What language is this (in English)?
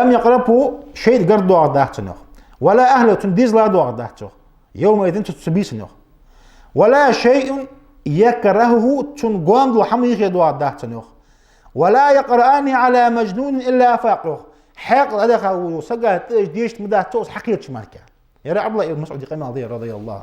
Ingush